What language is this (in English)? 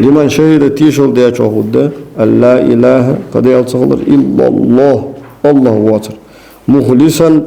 Ingush